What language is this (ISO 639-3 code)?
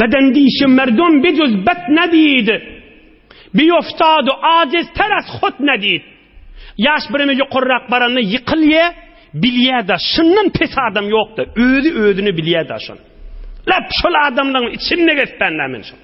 tuk